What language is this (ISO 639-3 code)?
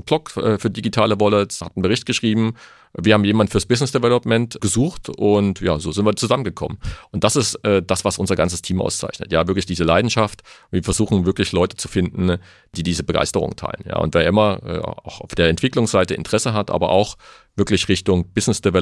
deu